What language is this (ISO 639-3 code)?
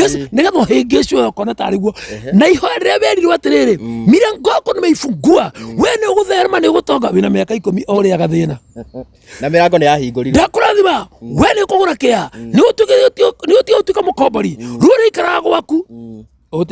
kik